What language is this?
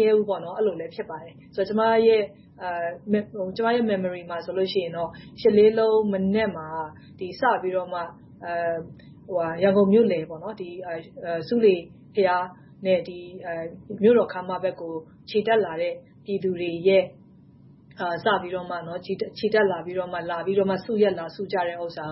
Burmese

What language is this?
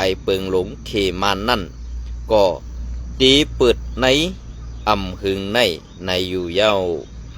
Shan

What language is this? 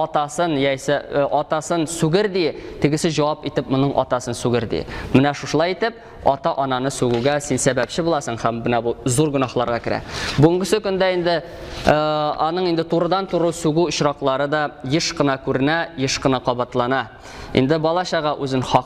Tatar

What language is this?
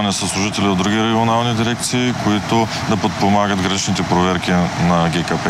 Bulgarian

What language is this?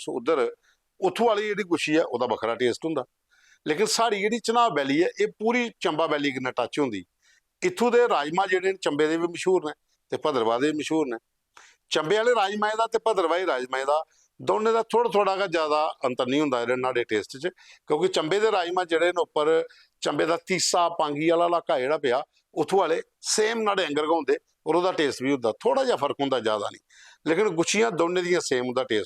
Dogri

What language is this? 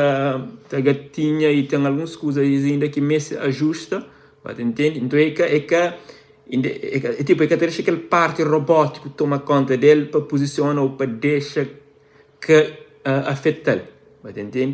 Kabuverdianu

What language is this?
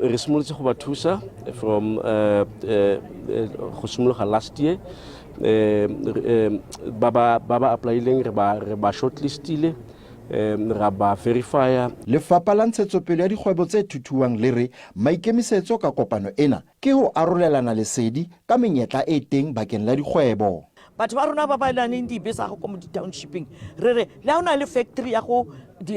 Tswana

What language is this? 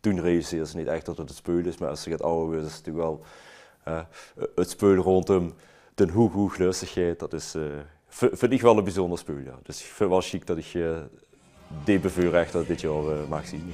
Limburgish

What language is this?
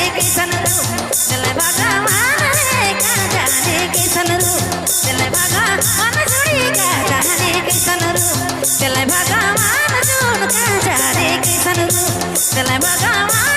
Sadri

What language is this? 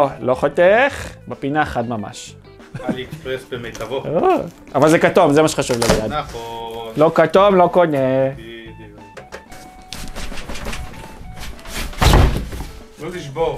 Hebrew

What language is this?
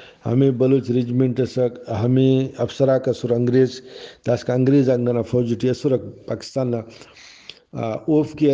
Brahui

